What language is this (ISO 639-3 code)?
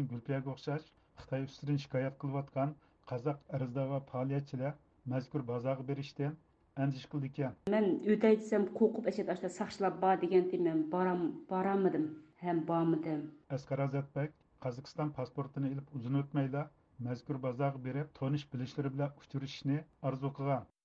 uig